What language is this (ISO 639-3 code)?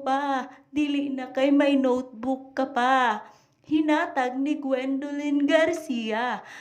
ceb